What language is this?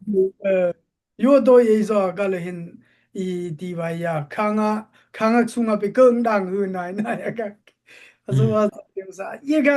Dimasa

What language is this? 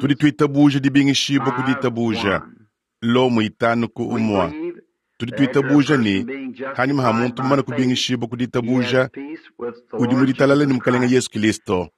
Luba-Lulua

